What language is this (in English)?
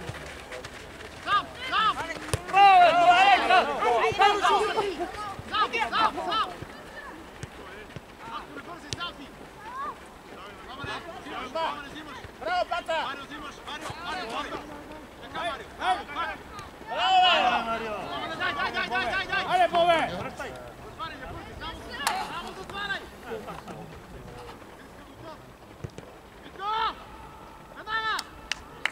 Bulgarian